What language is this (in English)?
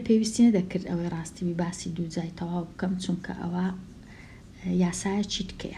Central Kurdish